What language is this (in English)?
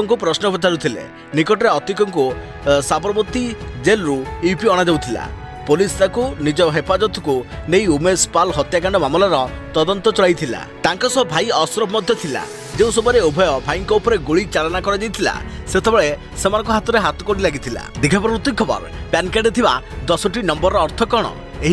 Odia